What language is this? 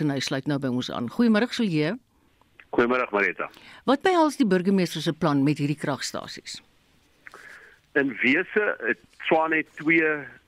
Afrikaans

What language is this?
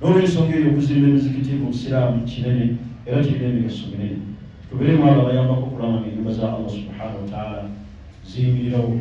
Ganda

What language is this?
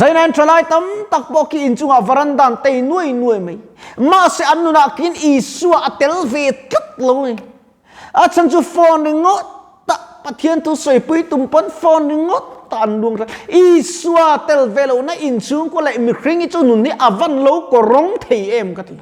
Mizo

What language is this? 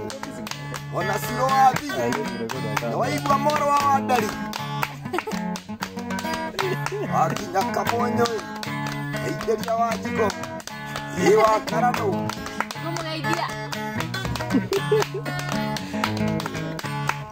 Kikuyu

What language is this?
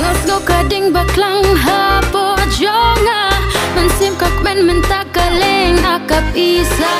Khasi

